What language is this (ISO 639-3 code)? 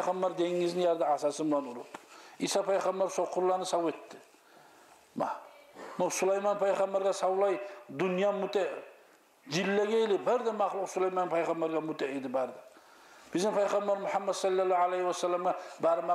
kum